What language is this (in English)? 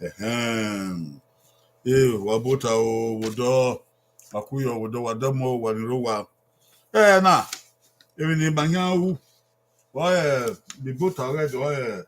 Bini